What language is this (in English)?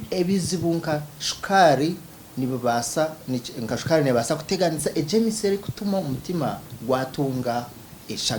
Nyankole